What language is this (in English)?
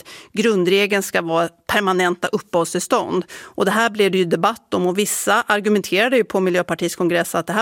Swedish